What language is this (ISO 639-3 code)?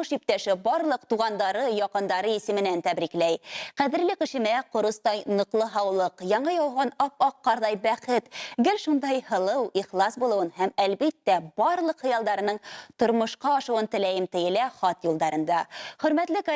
bak